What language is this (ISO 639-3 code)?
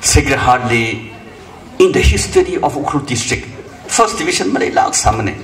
nmf